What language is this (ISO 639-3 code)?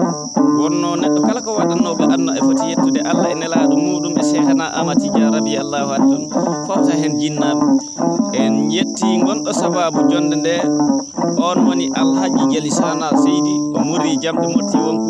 ful